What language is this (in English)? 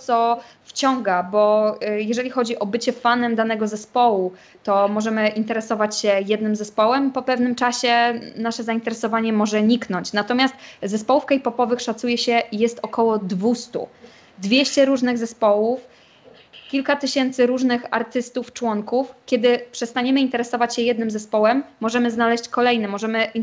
Polish